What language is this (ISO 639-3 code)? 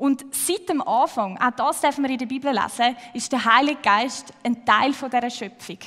gsw